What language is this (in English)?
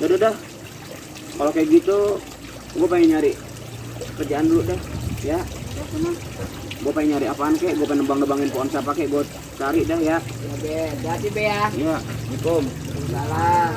Betawi